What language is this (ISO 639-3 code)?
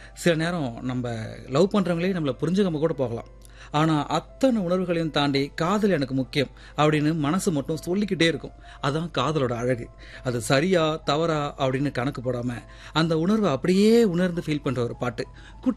tam